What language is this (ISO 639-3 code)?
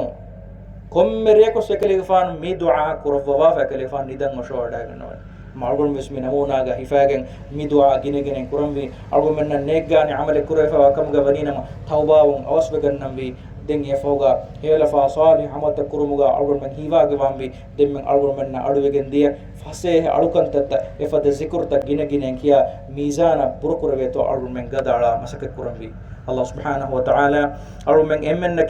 div